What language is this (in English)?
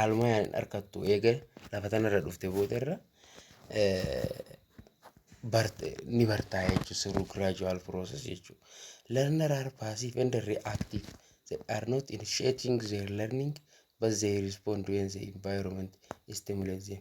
Oromo